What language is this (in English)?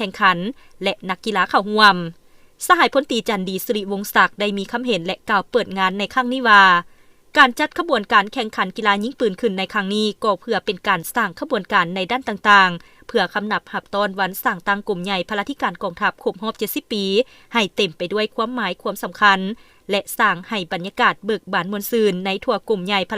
Lao